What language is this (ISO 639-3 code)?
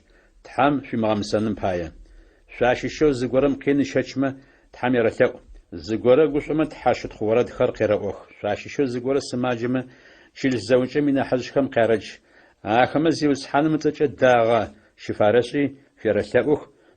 ady